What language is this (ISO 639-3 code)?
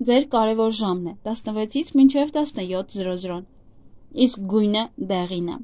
hye